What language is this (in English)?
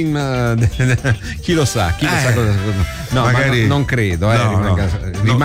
Italian